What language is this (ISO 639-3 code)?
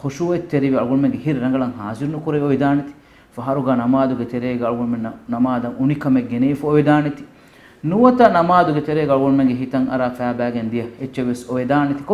div